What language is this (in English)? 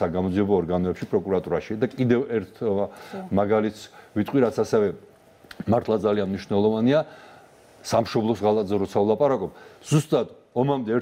Georgian